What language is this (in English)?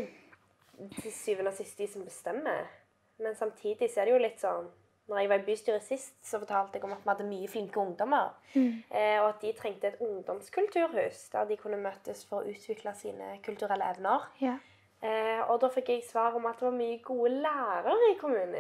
Norwegian